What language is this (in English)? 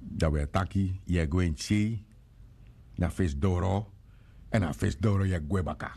Sranan Tongo